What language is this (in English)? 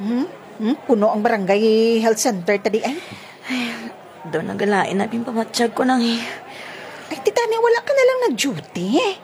Hiligaynon